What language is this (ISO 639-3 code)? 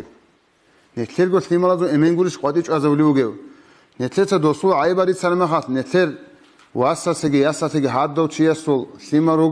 ava